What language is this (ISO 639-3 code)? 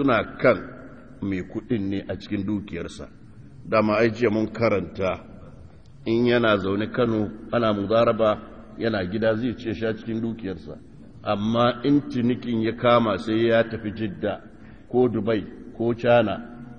hau